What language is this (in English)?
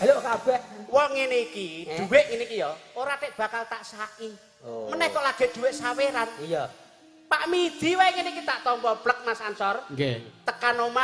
Javanese